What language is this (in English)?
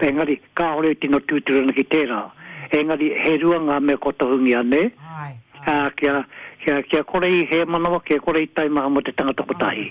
Māori